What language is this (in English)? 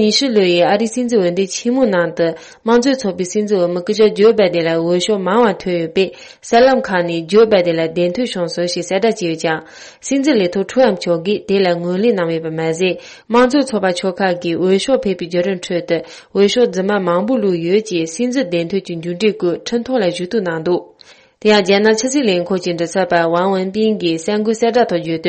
Tibetan